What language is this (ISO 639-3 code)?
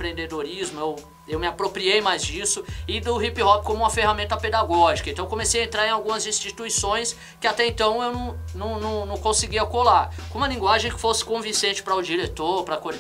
por